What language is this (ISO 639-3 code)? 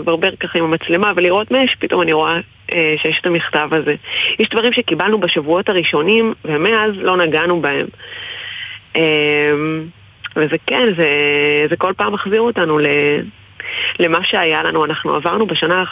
heb